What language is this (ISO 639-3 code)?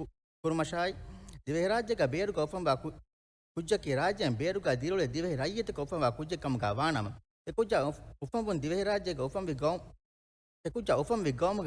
div